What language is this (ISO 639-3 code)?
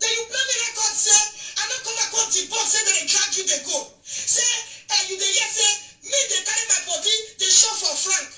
pcm